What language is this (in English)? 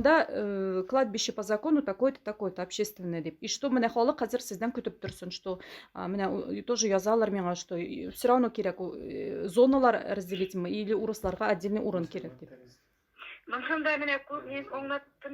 Tatar